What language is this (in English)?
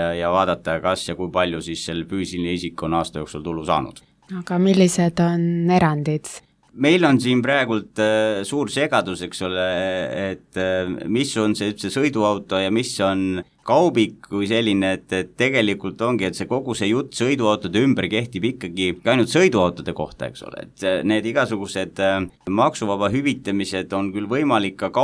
Estonian